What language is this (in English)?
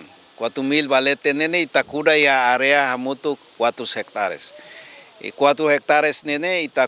Tetum